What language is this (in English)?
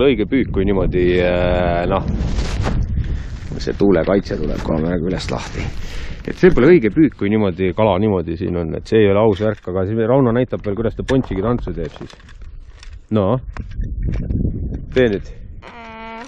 Estonian